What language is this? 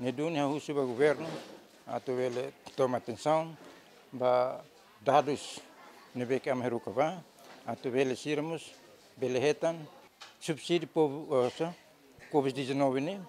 Tetum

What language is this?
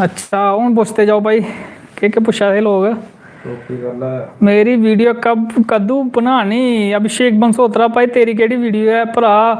Dogri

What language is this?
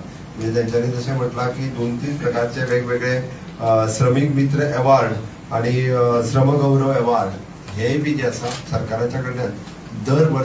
Konkani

